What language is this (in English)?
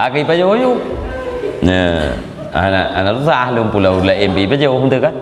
Achinese